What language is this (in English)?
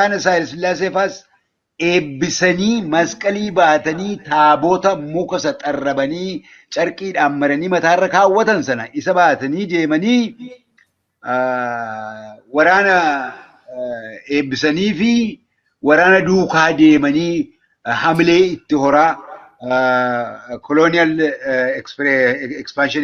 Oromo